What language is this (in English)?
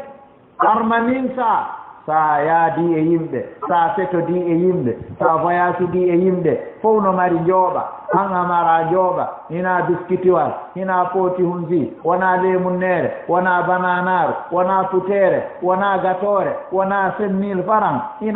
Fula